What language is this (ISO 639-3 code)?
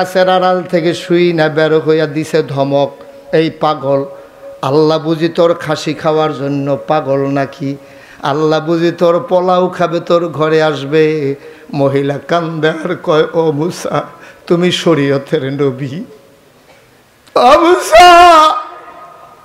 ben